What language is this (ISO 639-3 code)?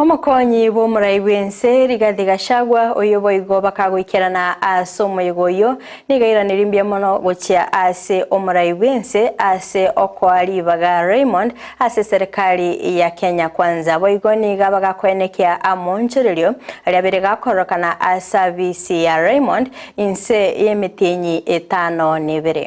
guz